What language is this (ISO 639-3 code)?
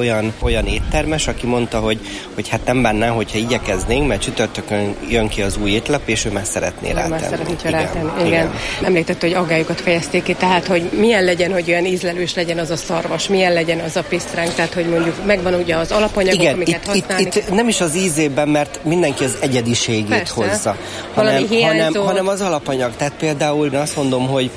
hun